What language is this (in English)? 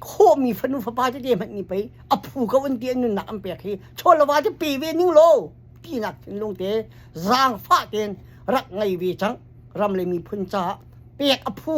Hakha Chin